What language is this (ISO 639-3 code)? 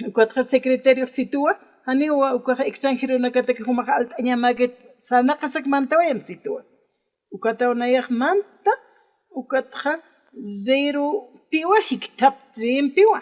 aym